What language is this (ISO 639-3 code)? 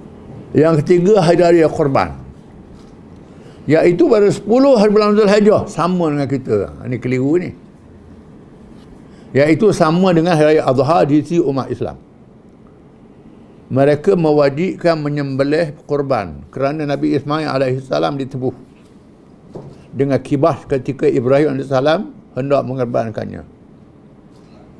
msa